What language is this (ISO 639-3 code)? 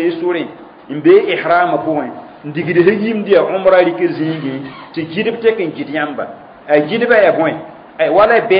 mos